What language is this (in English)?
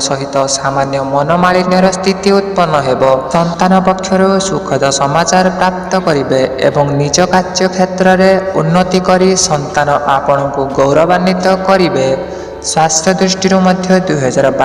Odia